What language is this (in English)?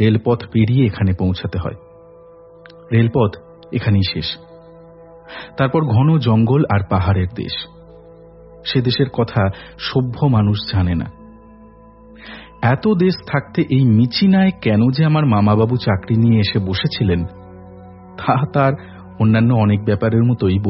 Bangla